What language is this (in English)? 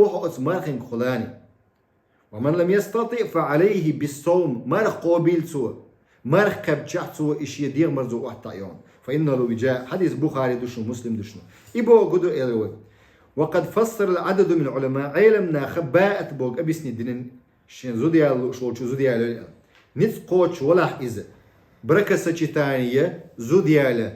Chechen